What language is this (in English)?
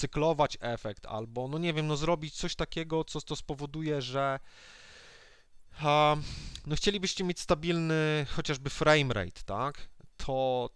Polish